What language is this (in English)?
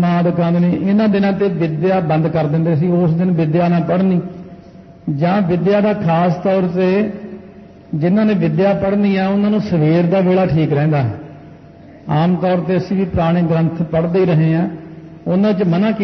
Punjabi